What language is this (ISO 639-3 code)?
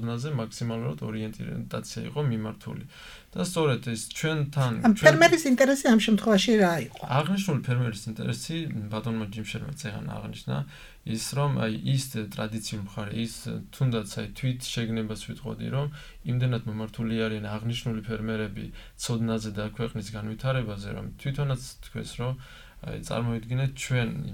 kat